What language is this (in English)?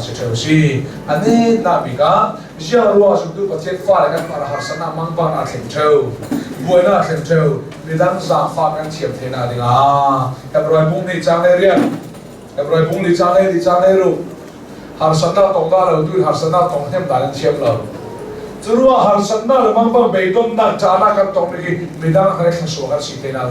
Hakha Chin